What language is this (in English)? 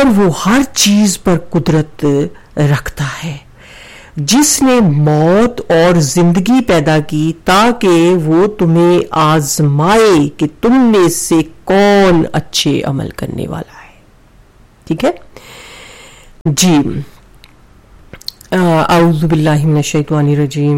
Urdu